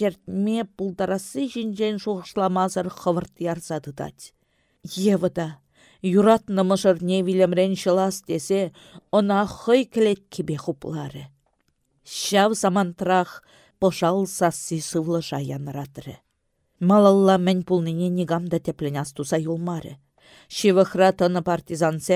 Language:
Chuvash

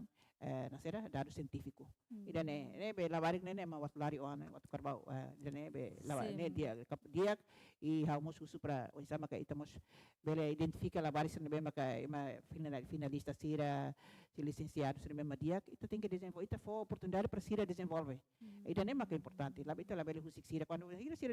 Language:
Tetum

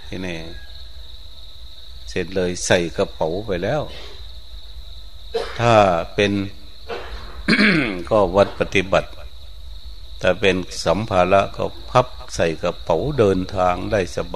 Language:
Thai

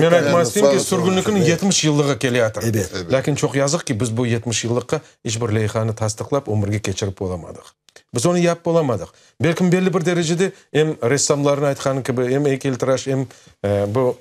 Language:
Crimean Tatar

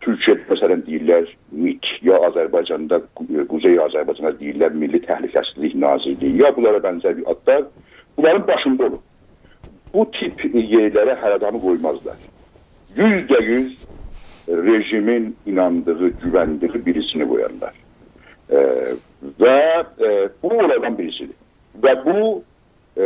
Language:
South Azerbaijani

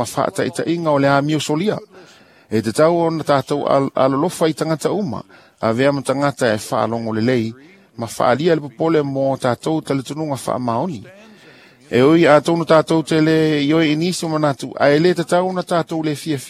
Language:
Samoan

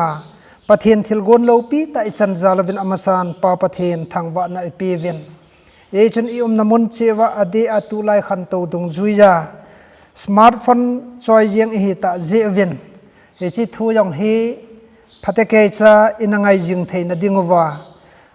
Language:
Thado Chin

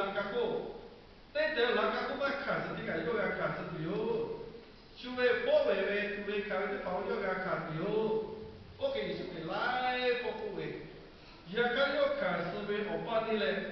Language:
Lahu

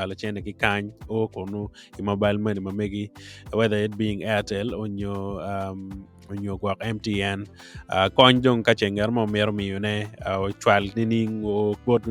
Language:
Acoli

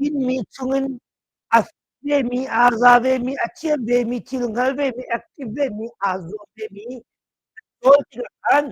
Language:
Hakha Chin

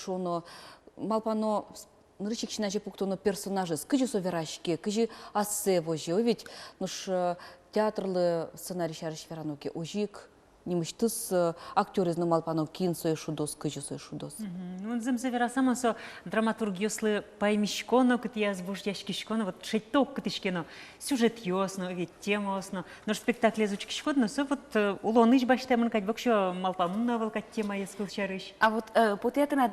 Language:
Udmurt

